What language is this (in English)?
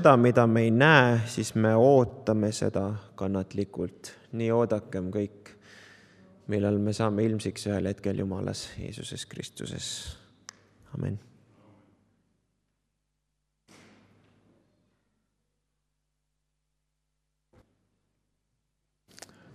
Estonian